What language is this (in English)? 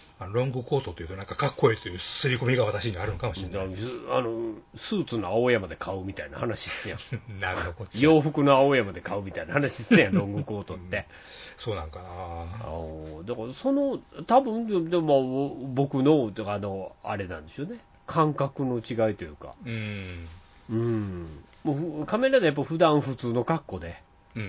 Japanese